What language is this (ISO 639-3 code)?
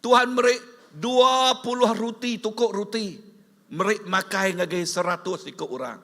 iba